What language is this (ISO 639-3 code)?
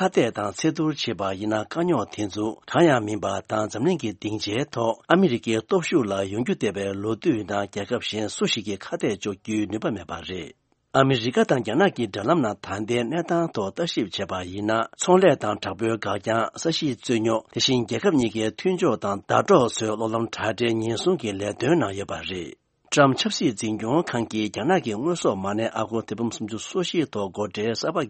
bod